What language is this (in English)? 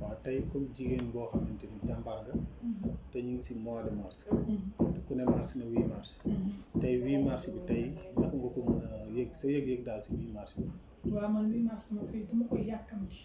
Wolof